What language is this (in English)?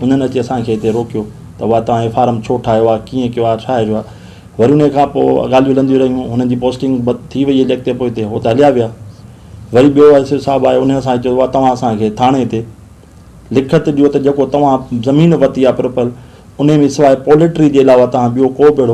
Sindhi